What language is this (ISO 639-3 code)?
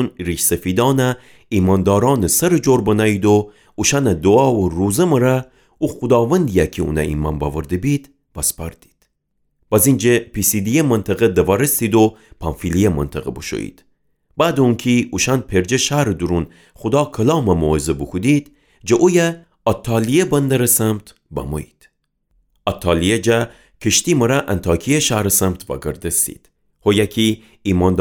glk